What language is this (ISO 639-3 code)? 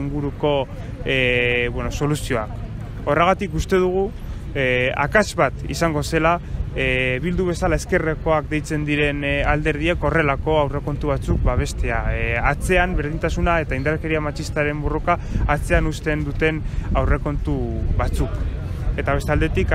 eus